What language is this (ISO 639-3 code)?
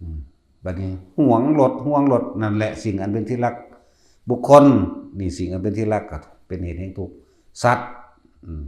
tts